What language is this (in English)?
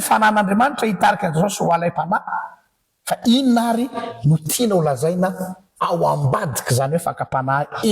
Malagasy